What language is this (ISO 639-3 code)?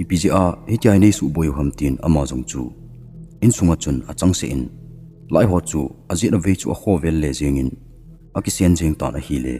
tcz